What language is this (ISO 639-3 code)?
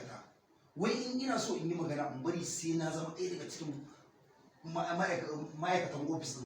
hau